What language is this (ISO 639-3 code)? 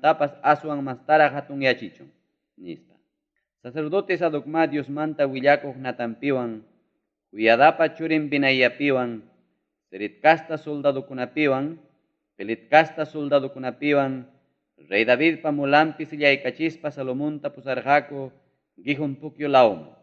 quy